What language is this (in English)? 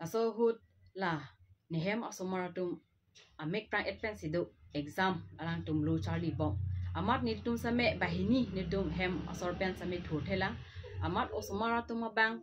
Karbi